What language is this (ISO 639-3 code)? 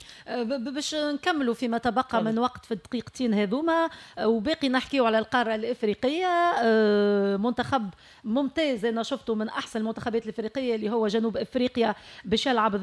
aeb